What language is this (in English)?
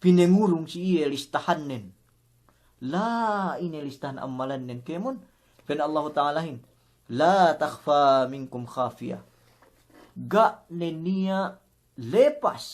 Yakan